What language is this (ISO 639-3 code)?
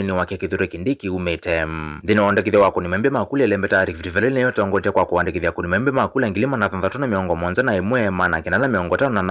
kam